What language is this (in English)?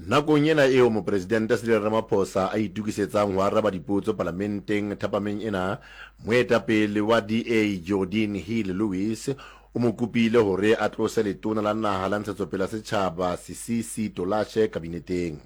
Southern Sotho